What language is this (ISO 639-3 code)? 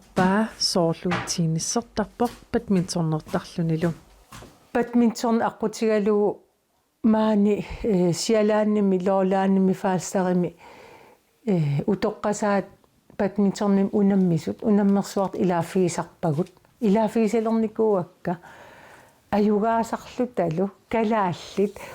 kal